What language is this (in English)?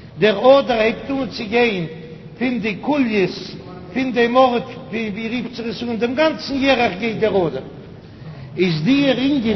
Yiddish